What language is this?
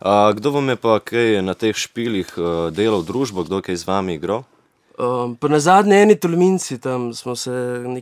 Slovenian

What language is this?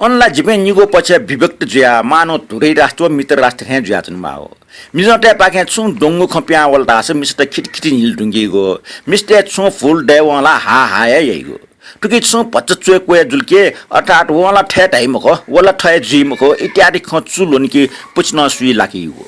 Newari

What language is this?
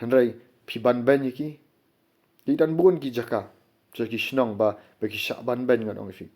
Khasi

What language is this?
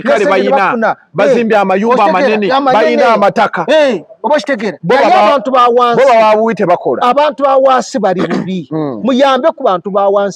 Ganda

